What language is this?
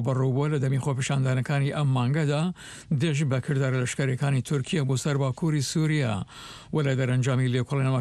Central Kurdish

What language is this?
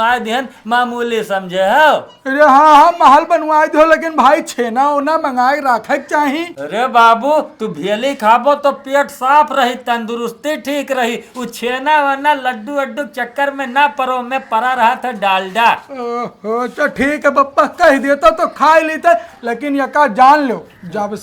Awadhi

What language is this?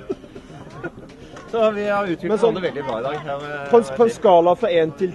Norwegian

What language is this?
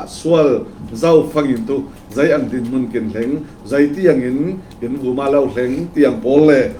Falam Chin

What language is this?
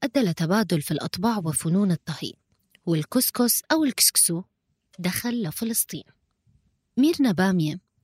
North Levantine Arabic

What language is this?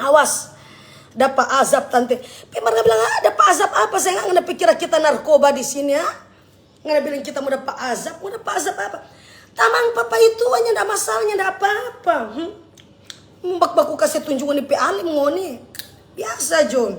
Manado Malay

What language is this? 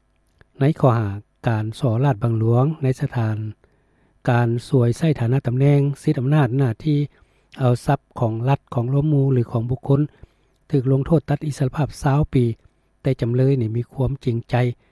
Lao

